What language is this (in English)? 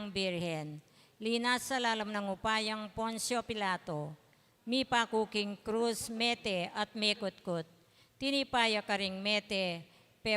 Pampanga